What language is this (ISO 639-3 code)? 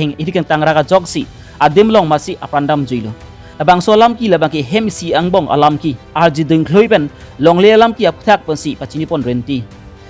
mjw